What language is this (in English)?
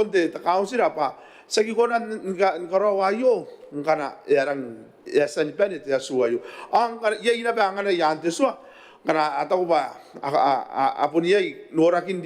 Gilbertese